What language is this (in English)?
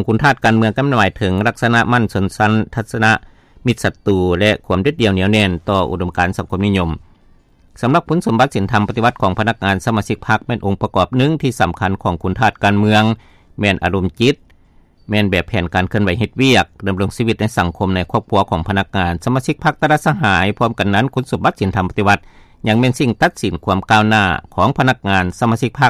Lao